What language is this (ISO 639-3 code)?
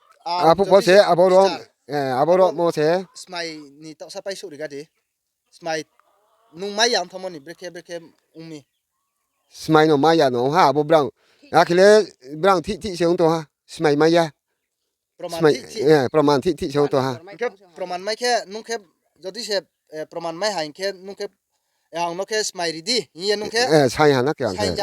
ria